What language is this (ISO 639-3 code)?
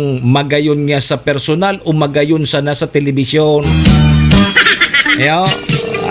bik